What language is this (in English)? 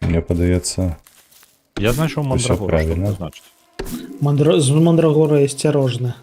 Belarusian